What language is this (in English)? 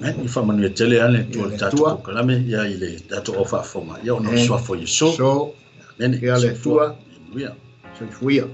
Samoan